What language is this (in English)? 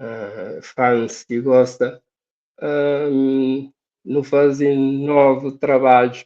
Kabuverdianu